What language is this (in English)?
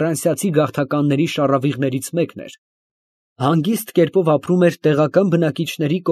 Armenian